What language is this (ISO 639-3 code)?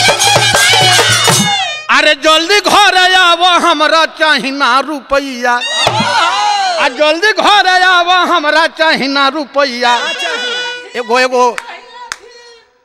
bho